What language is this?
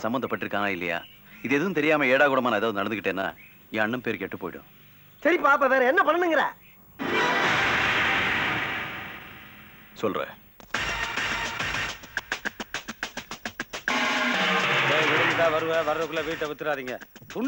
Tamil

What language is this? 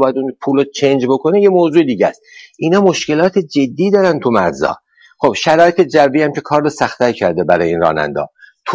Persian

